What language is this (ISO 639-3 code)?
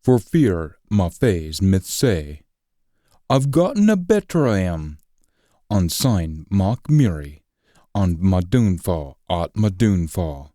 sco